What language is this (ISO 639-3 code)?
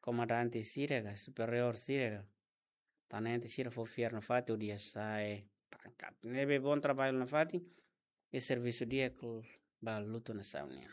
tet